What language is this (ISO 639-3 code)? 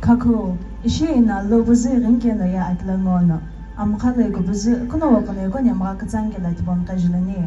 nsm